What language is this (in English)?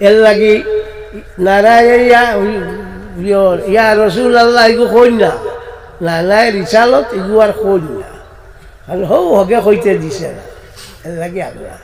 Sylheti